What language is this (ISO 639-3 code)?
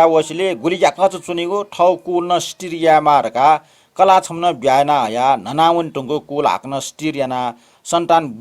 new